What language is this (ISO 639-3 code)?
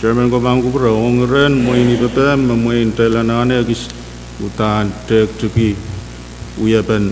pon